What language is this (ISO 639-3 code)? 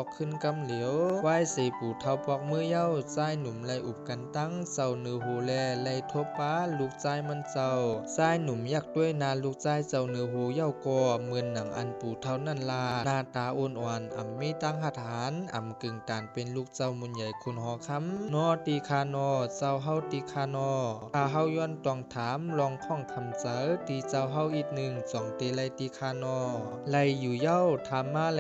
shn